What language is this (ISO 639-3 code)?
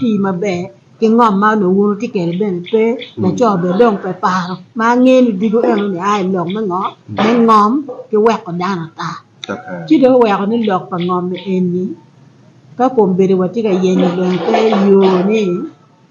ach